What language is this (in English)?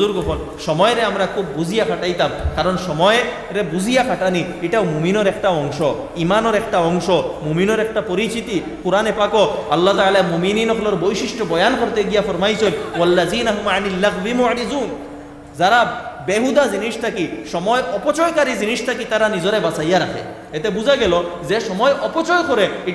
Sylheti